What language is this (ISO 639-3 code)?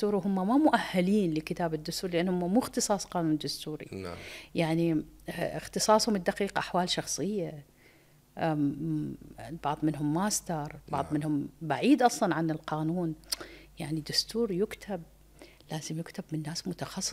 acm